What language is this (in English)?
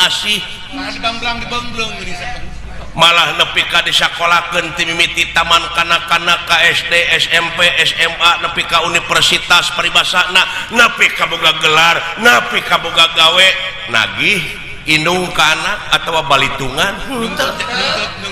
Sundanese